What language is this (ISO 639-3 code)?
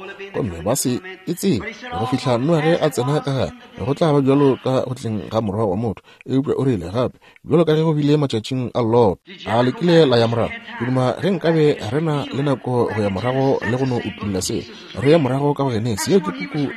nso